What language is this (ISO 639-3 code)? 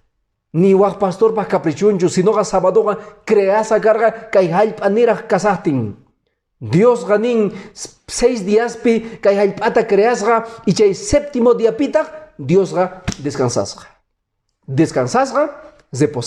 que